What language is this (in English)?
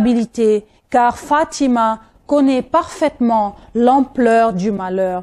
French